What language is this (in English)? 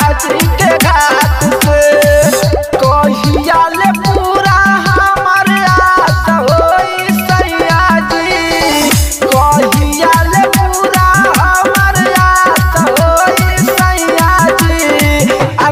Bhojpuri